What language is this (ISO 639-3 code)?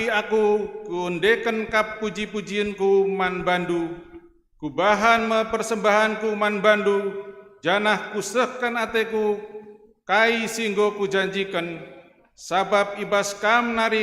btx